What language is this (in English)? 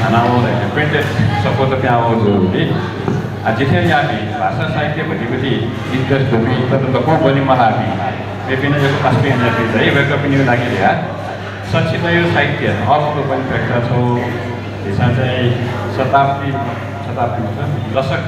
Newari